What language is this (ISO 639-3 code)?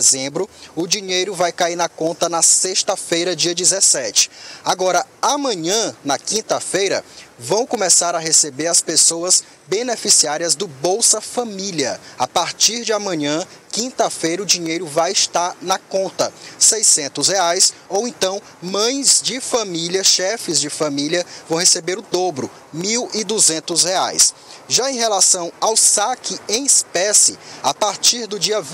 por